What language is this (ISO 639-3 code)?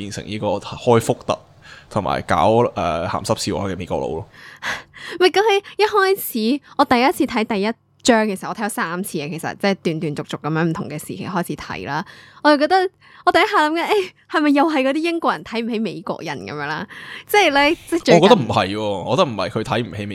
yue